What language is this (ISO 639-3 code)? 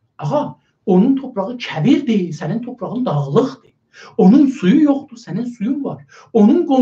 azb